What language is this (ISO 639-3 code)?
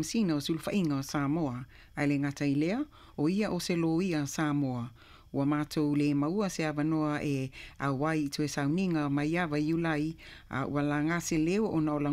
smo